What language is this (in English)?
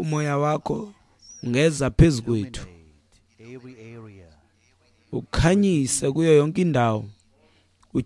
Xhosa